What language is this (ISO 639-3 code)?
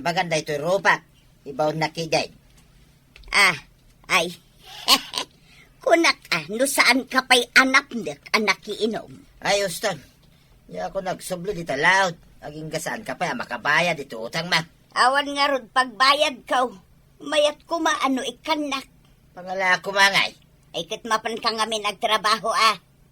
ilo